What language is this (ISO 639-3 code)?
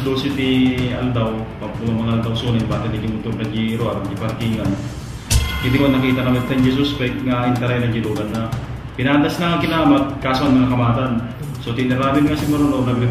ilo